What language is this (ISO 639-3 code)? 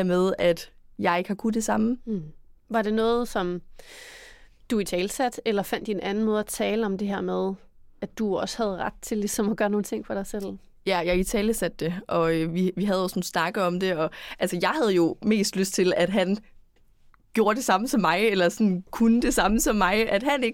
dan